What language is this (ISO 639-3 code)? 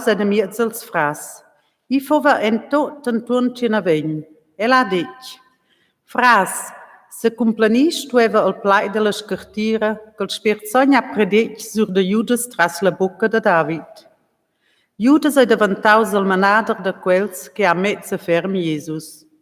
roh